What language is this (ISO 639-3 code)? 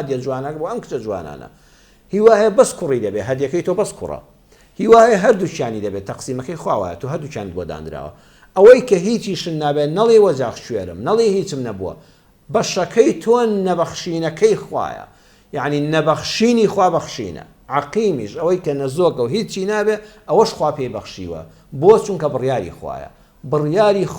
ckb